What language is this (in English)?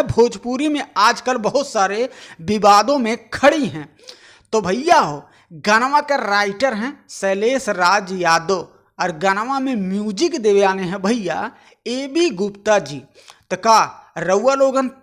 Bhojpuri